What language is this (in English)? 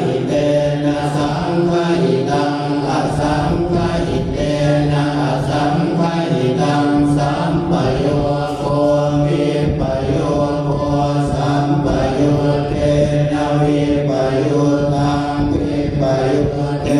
Pali